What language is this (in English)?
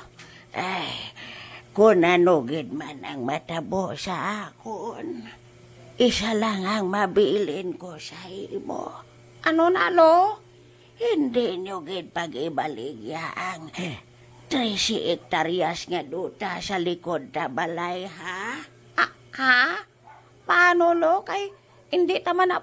Hiligaynon